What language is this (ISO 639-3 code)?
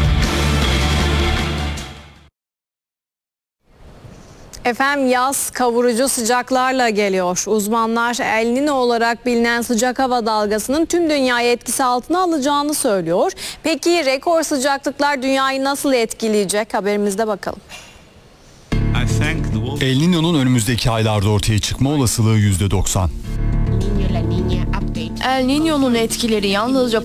tur